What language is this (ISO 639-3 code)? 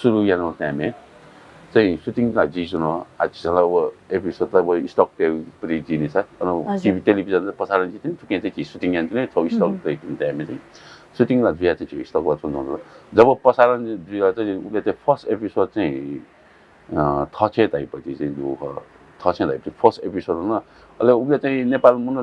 new